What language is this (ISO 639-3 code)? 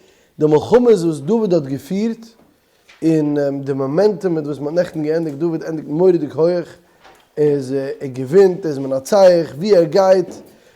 yid